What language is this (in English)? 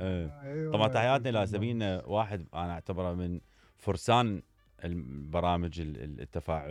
Mesopotamian Arabic